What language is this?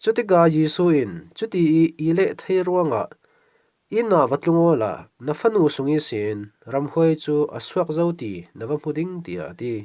Falam Chin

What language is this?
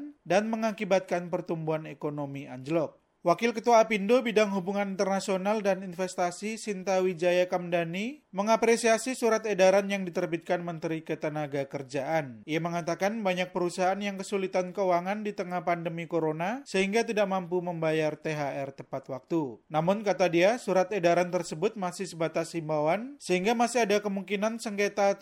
Indonesian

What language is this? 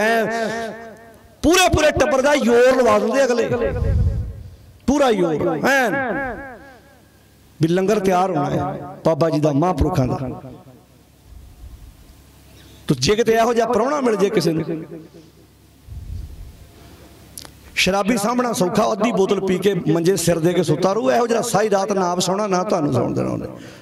Punjabi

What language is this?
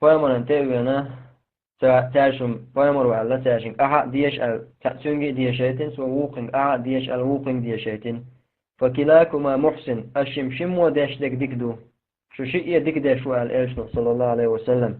Chechen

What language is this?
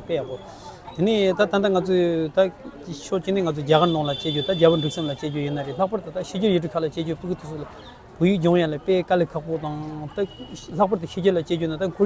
Tibetan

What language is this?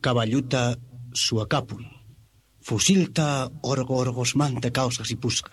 Quechua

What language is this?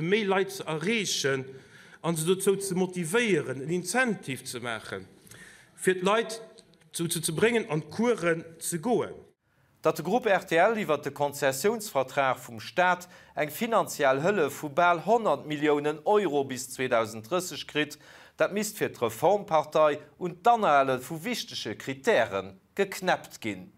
Luxembourgish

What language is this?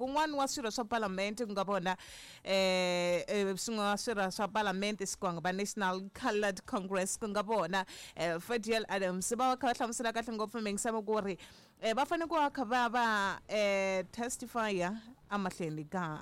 Tsonga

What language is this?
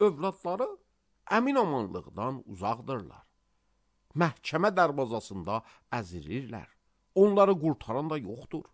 Azerbaijani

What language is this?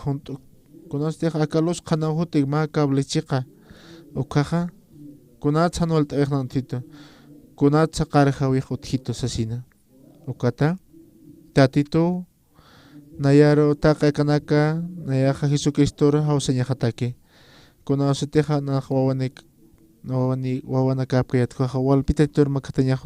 Aymara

